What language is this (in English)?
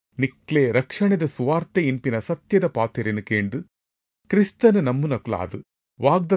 Tulu